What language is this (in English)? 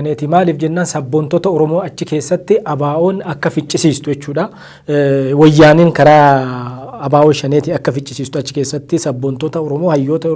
Oromo